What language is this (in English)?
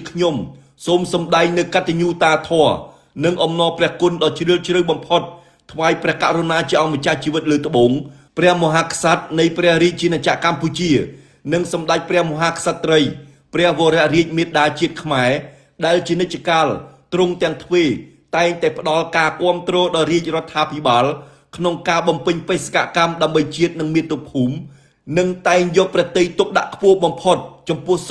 Khmer